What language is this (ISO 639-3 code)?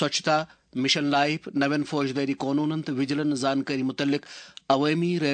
kas